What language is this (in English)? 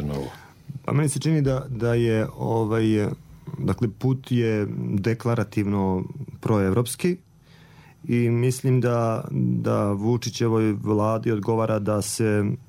Serbian